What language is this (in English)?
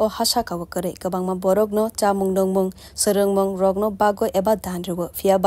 Kok Borok